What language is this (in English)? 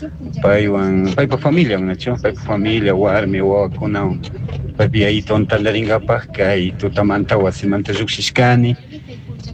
Chimborazo Highland Quichua